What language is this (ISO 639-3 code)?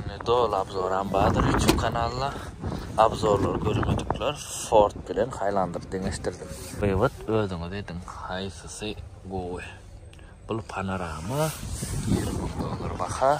tuk